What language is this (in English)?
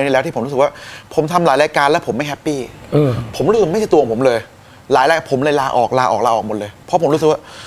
Thai